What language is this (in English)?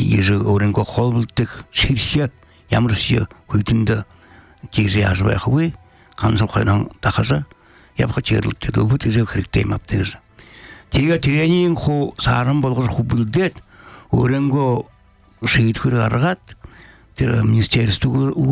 Belarusian